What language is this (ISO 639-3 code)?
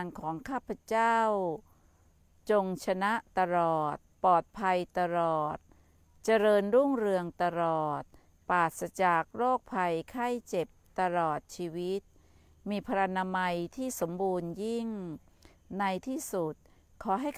tha